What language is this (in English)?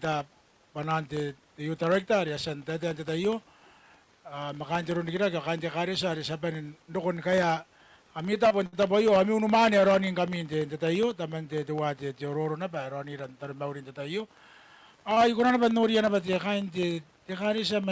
Gilbertese